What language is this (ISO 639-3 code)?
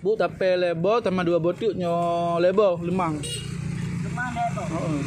ace